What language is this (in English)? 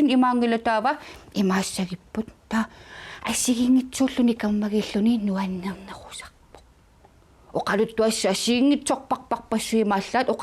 Kalaallisut